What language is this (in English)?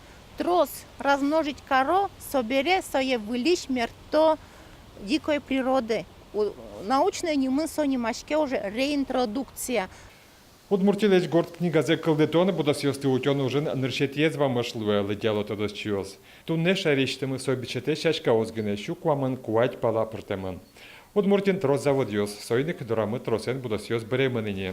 Udmurt